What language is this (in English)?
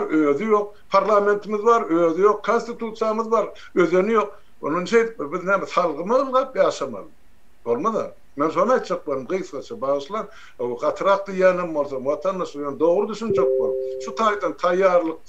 Turkmen